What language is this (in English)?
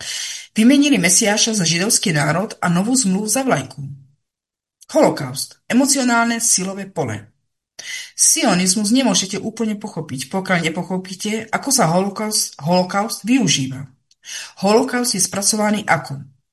Slovak